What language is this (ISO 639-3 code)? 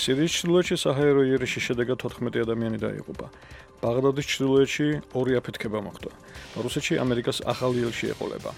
kat